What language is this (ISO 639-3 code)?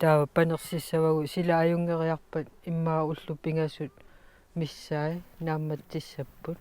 kal